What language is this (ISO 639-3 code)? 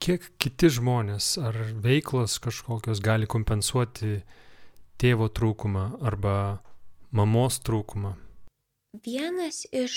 lit